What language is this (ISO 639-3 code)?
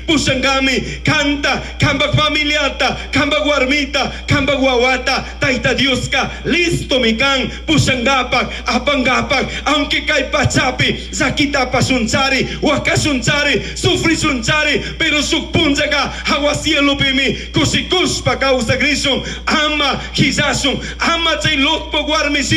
qug